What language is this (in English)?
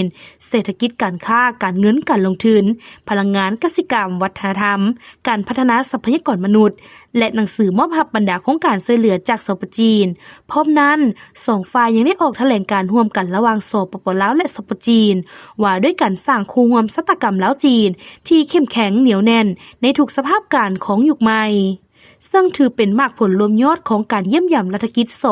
Lao